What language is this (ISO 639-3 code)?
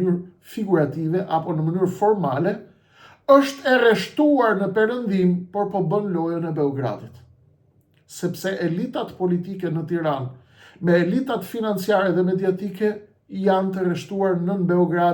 sqi